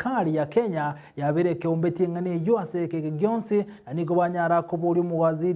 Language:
Gusii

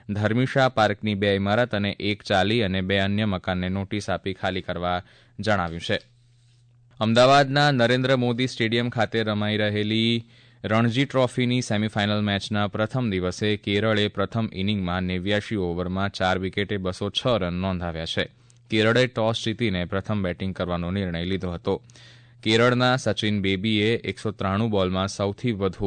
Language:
Gujarati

